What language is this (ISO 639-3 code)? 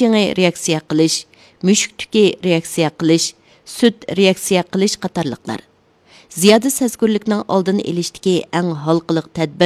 uig